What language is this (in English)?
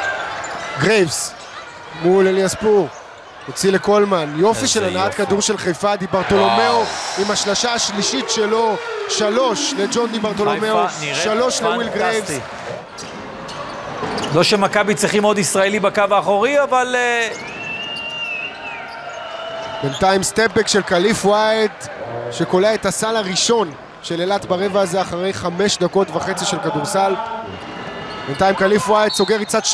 Hebrew